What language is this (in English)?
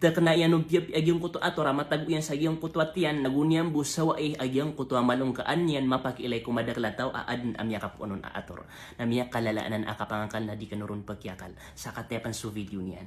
Maranao